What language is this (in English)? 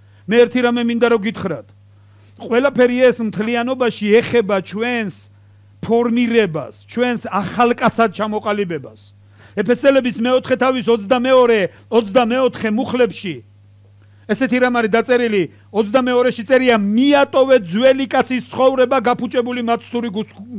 Georgian